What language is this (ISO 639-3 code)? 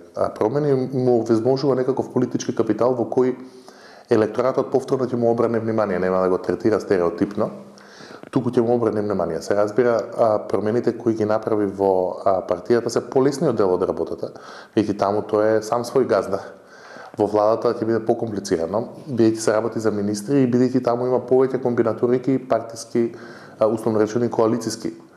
mkd